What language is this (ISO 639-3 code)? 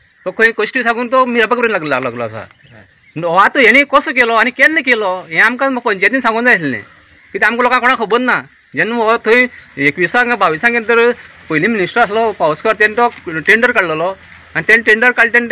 kok